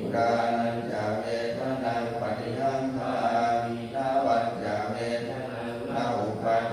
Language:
Pali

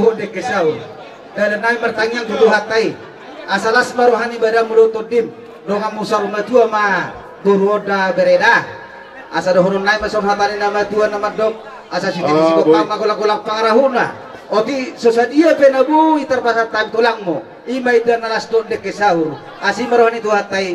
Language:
Batak Toba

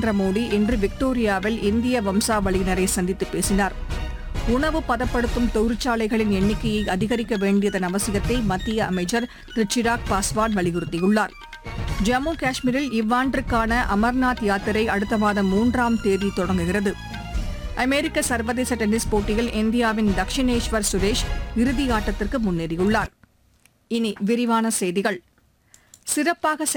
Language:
Tamil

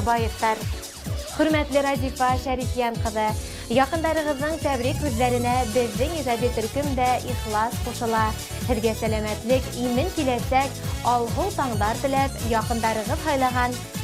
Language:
Bashkir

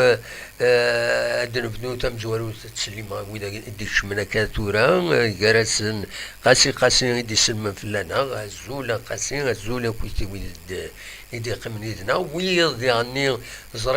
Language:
Kabyle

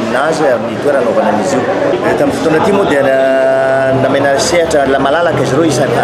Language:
Malagasy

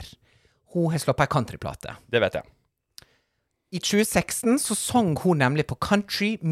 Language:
Norwegian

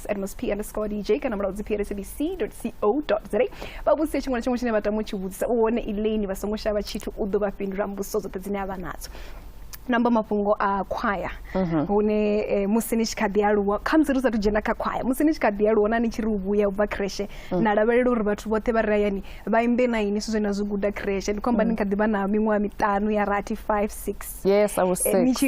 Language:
Venda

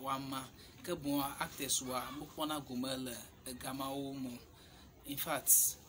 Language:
Ewe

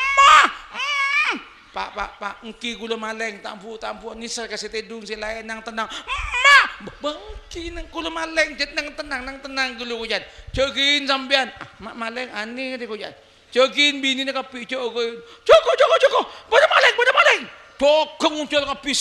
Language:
Madurese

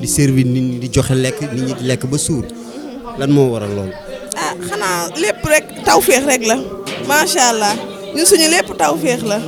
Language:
Wolof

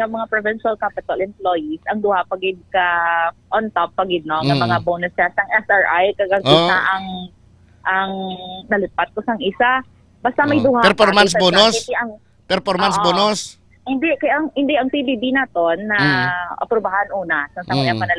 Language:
Hiligaynon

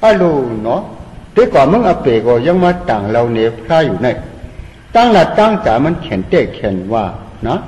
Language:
Shan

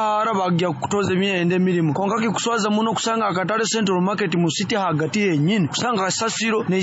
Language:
Nyoro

